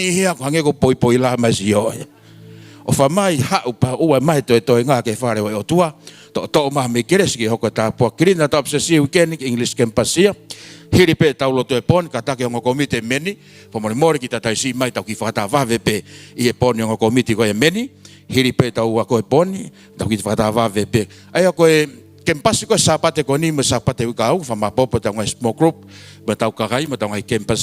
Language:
Tongan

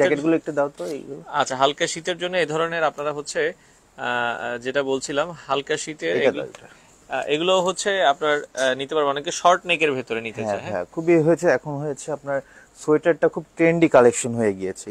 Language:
Bangla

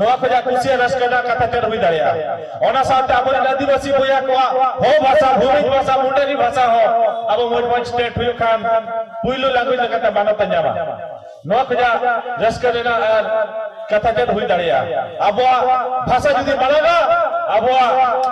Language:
Santali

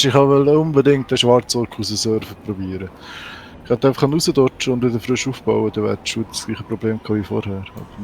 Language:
Swiss German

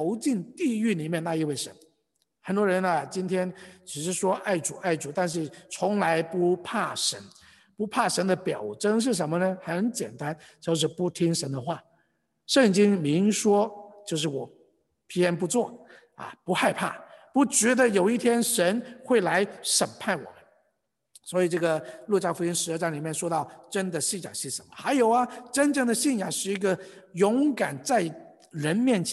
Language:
Chinese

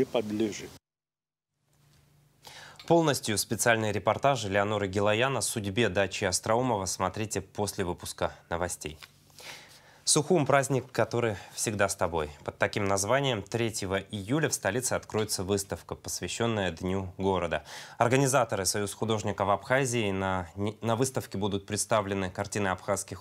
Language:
Russian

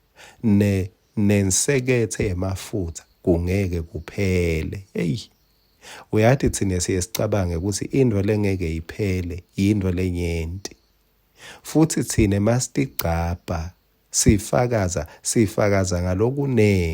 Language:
Swati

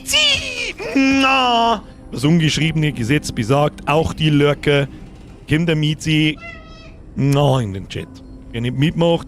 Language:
Bavarian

